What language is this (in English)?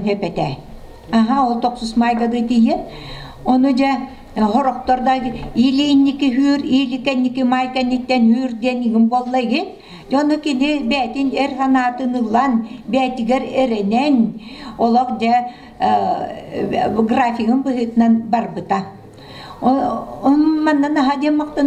Yakut